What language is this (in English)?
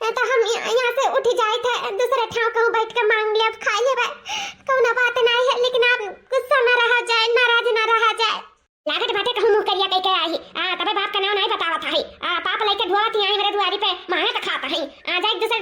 Awadhi